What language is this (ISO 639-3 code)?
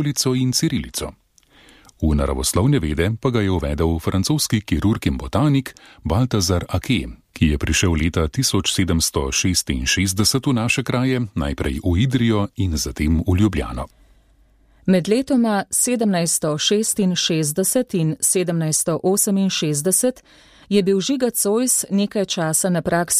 slv